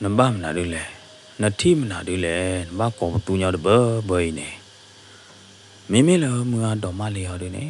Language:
S'gaw Karen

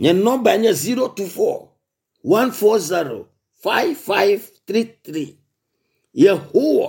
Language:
Ewe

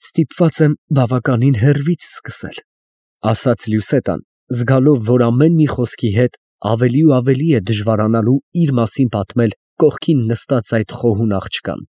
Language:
Armenian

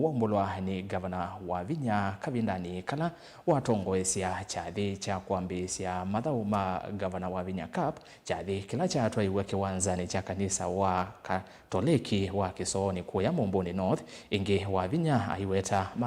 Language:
Kamba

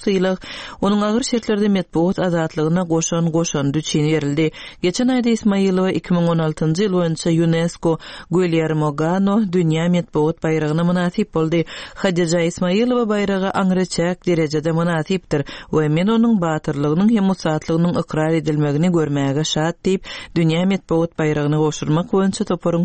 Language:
Turkmen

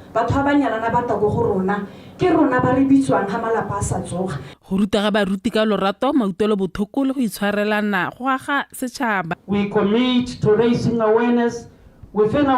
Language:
Tswana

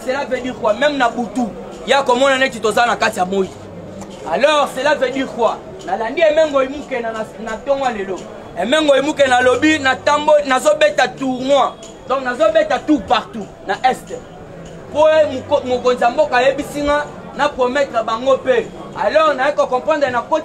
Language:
Lingala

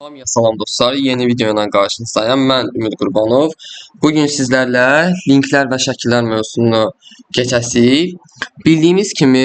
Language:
Azerbaijani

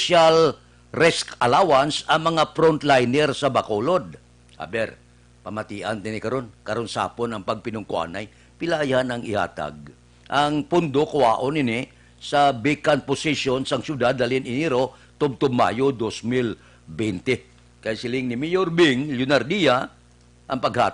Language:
Hiligaynon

